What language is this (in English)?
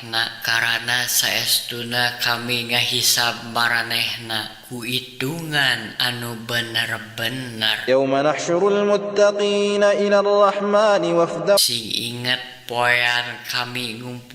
Sundanese